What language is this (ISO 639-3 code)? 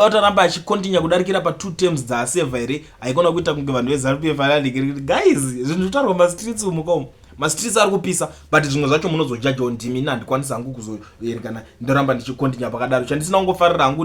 sna